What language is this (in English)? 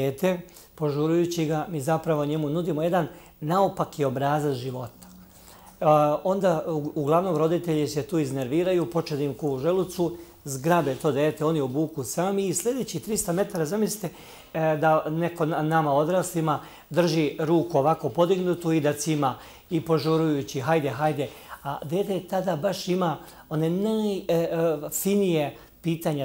Serbian